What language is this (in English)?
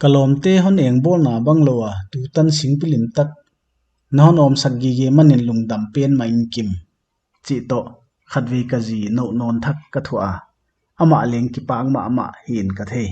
Paite Chin